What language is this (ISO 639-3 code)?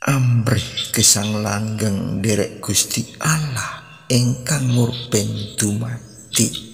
jav